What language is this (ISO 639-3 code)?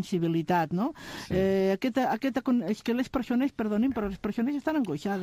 cat